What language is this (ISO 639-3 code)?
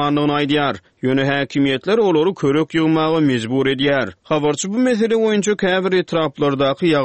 tuk